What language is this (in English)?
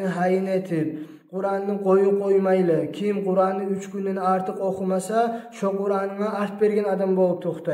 Kumyk